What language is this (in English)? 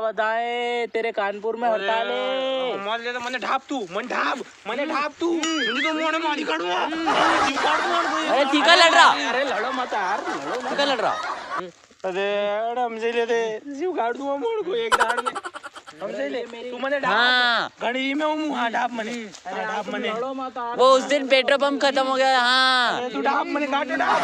Rajasthani